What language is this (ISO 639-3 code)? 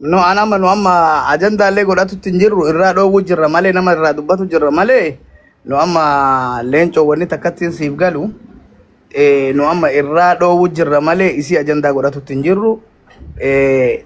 orm